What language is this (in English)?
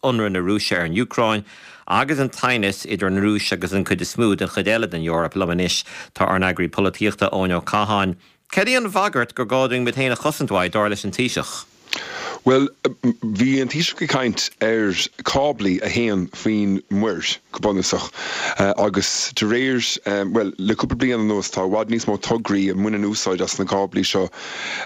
Irish